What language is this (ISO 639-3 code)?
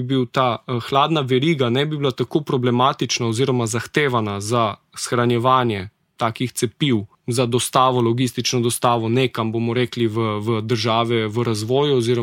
slv